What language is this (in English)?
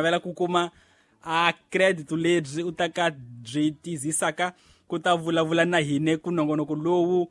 Tsonga